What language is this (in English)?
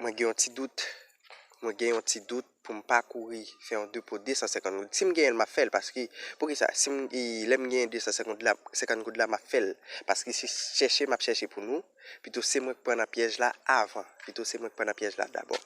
Haitian Creole